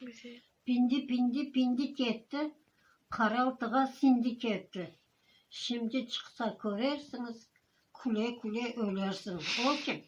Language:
Crimean Tatar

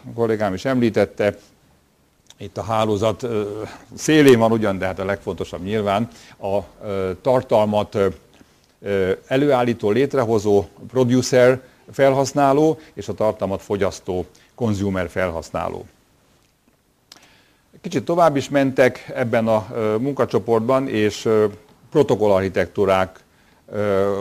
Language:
Hungarian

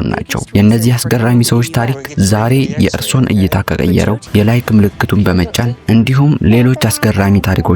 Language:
Amharic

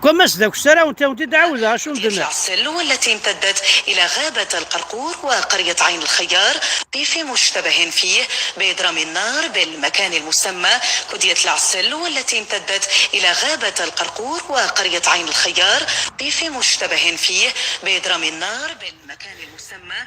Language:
Kabyle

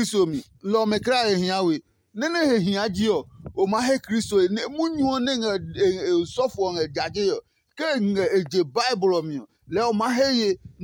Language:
Adangme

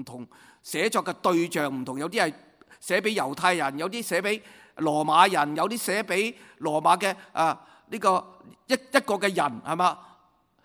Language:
Cantonese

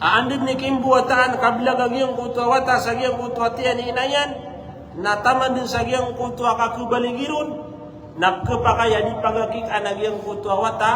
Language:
Maranao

